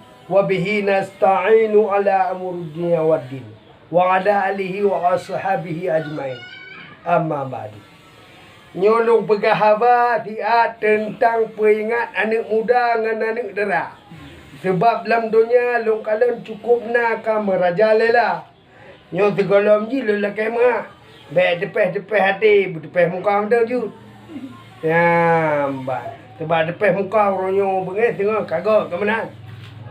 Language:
Achinese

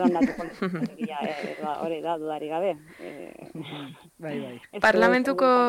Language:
Basque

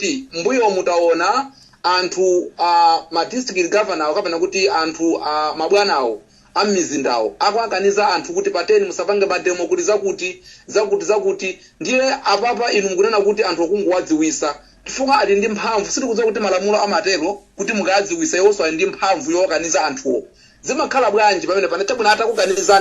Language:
Nyanja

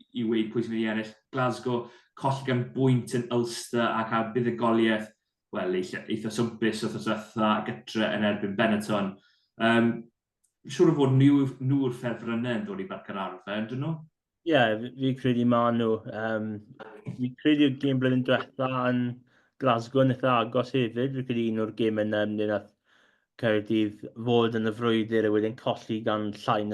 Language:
Welsh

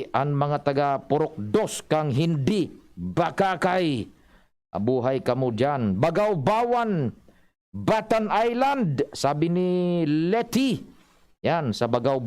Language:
Bikol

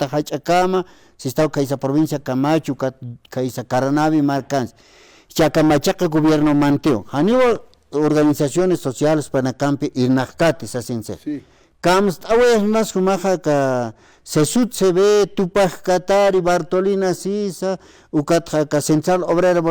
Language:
Aymara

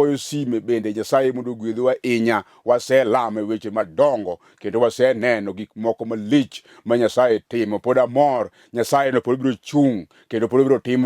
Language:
Luo (Kenya and Tanzania)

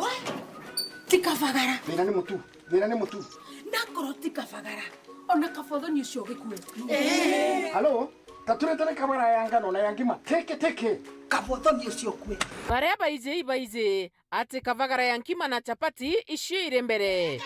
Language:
Meru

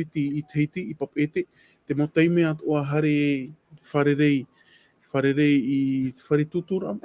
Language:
Tahitian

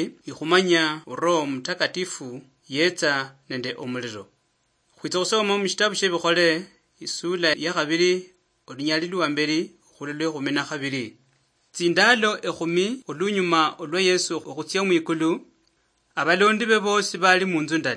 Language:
Luyia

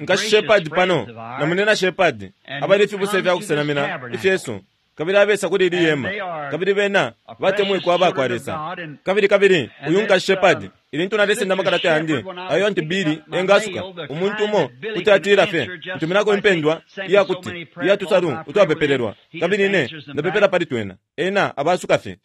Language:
Bemba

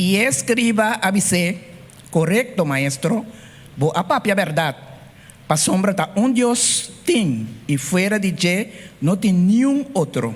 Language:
Papiamento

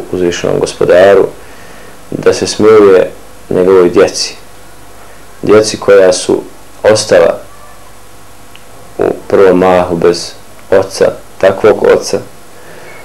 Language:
Bosnian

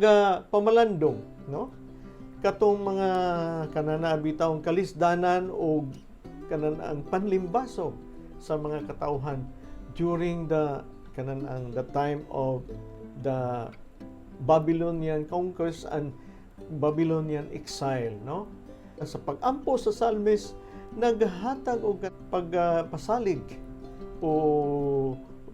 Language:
Cebuano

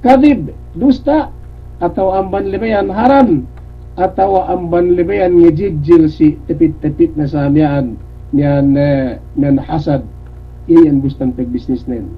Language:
Yakan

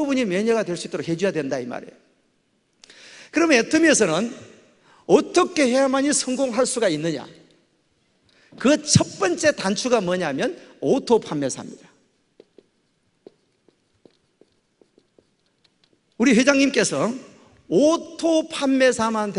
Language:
Korean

